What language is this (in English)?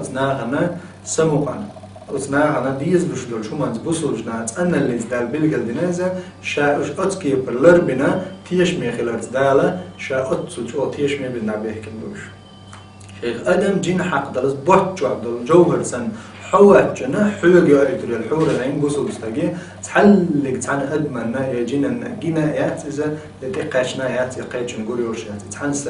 Chechen